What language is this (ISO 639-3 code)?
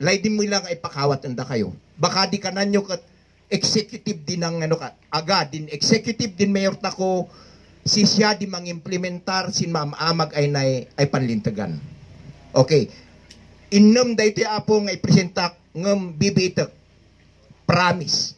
kne